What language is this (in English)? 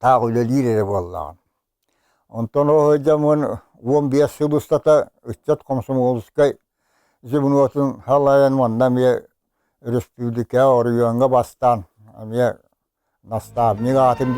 Yakut